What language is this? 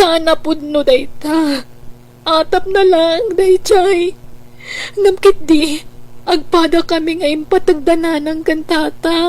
Iloko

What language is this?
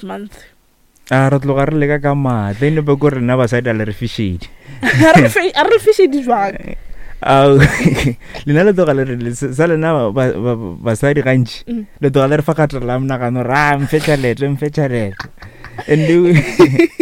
Northern Sotho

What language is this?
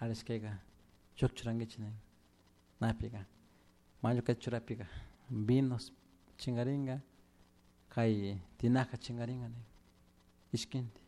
Chimborazo Highland Quichua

